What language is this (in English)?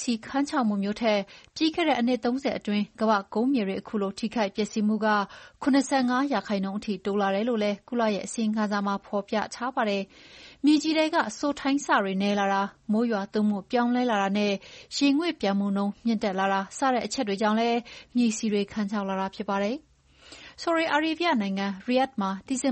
Burmese